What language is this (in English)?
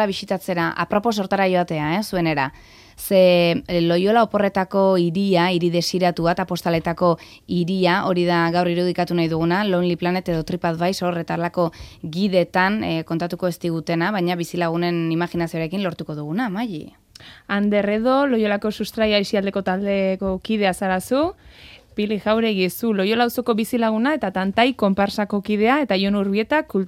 Basque